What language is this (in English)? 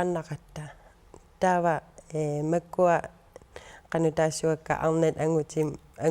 Kalaallisut